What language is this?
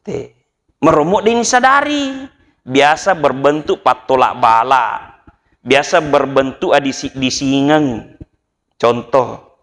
Buginese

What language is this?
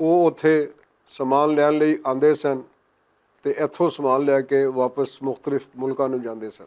Western Panjabi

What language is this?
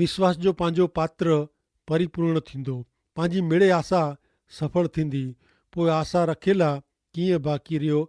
Kachhi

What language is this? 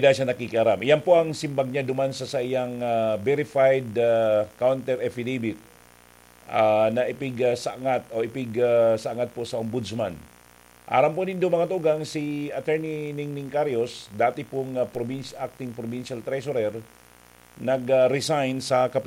Bikol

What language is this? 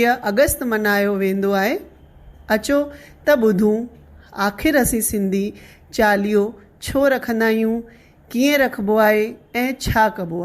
Sindhi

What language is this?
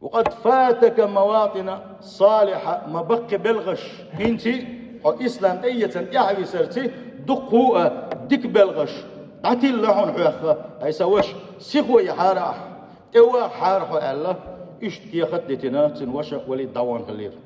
Chechen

